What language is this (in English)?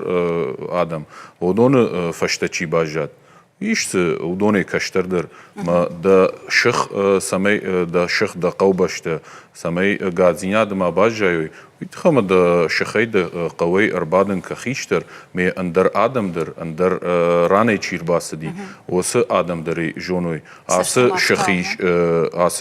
Ossetic